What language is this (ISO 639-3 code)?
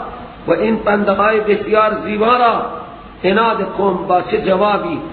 fas